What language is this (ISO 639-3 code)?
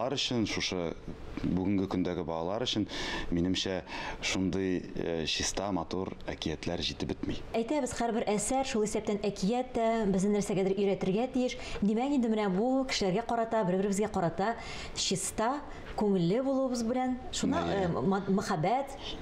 tat